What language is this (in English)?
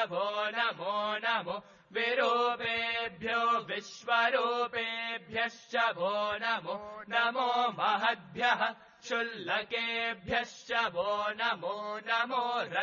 Sanskrit